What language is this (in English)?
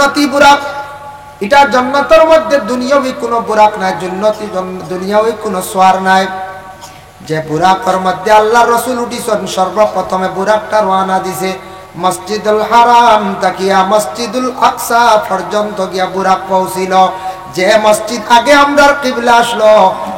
Sylheti